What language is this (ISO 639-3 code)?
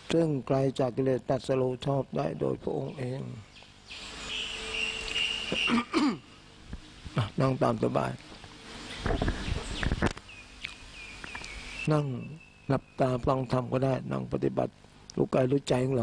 tha